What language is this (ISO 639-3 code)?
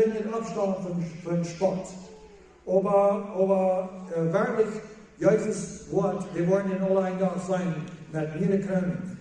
pdt